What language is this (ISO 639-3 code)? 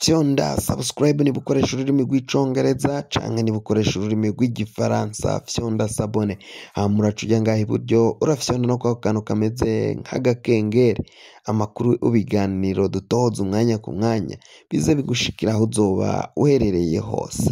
run